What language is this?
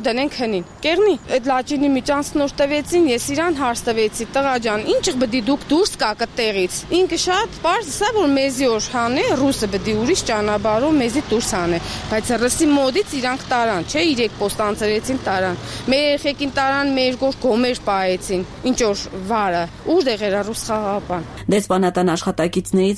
Armenian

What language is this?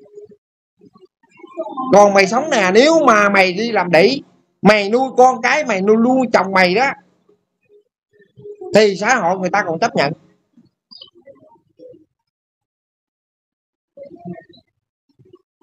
Vietnamese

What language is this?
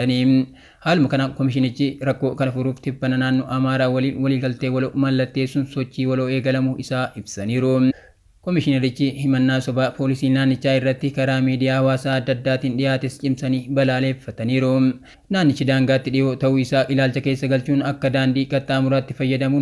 Oromo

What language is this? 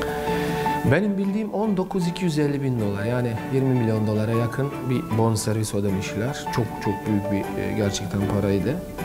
Turkish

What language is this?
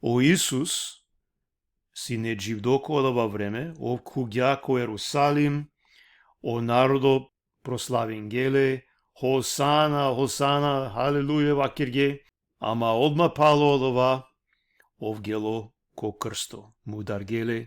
Balkan Romani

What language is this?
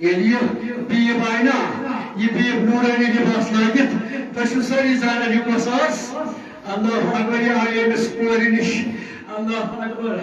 Kashmiri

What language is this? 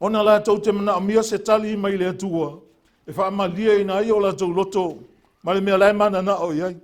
Samoan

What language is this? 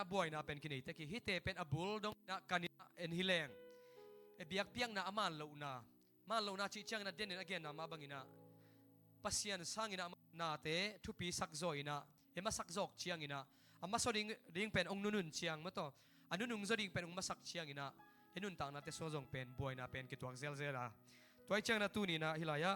Tedim Chin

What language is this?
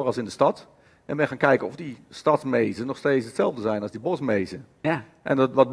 Dutch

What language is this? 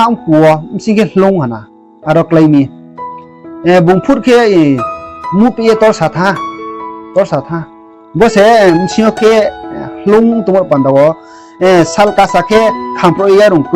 Riang (India)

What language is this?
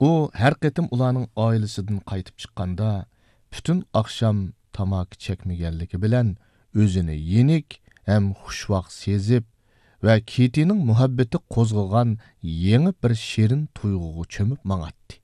Uyghur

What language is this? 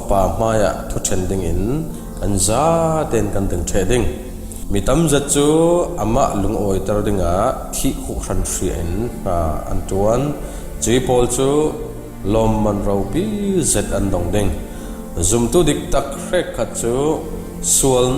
Falam Chin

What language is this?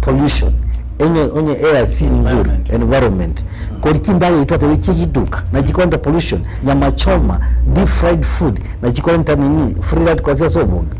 Gusii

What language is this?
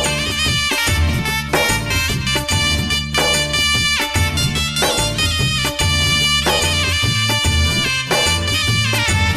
Malayalam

